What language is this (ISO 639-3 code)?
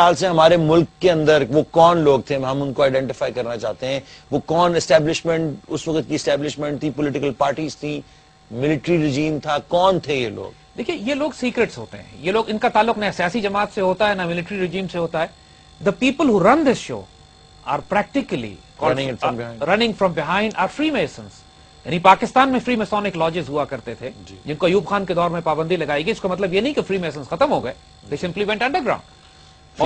urd